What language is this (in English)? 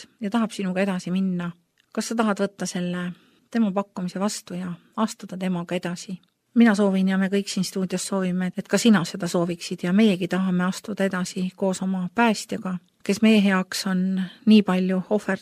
Estonian